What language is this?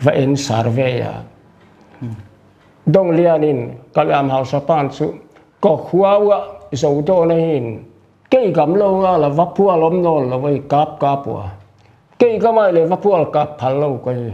Paite Chin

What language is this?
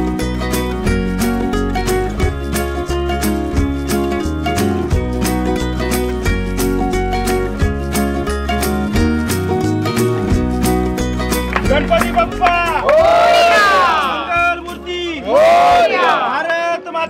Marathi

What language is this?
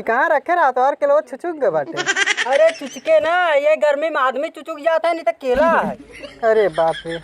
Awadhi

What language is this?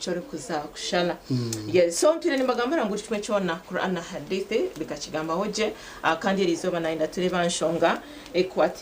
Nyankole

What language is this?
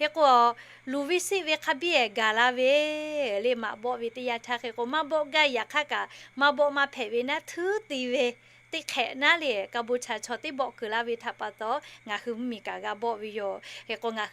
Lahu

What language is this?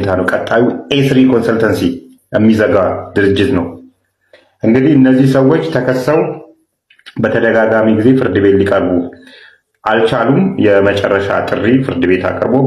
Amharic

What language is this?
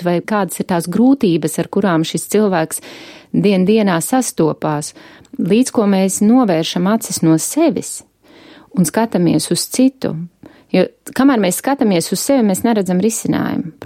Latvian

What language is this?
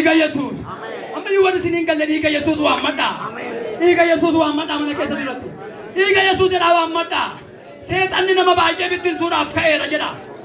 Oromo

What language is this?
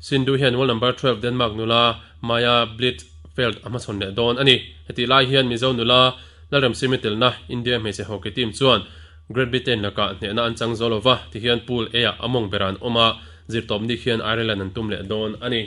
Mizo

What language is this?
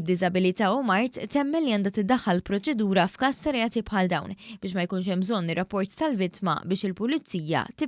Maltese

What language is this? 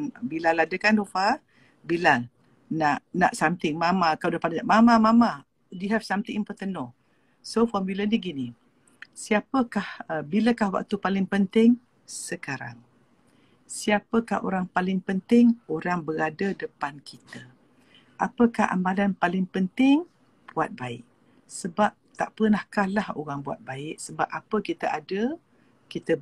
Malay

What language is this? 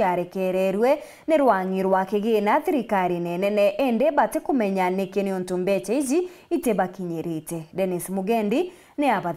Meru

